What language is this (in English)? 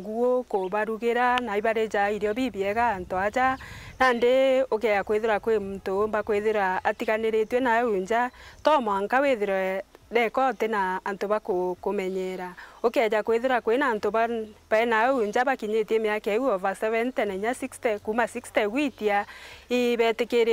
Meru